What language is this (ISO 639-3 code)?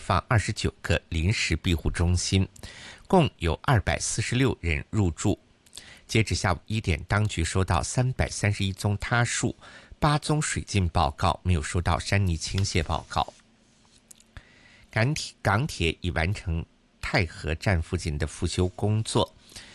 zho